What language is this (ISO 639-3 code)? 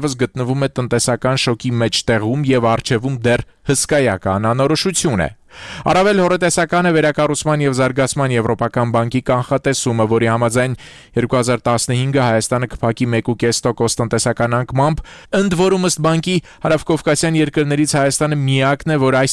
hye